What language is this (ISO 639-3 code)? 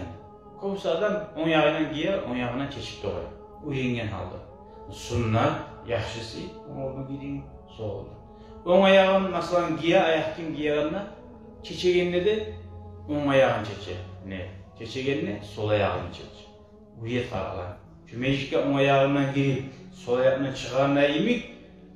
kum